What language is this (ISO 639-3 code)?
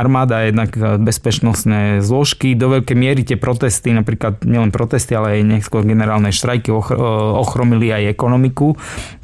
slk